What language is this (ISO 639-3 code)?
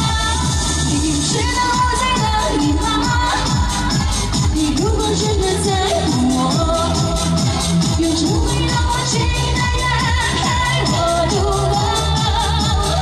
zho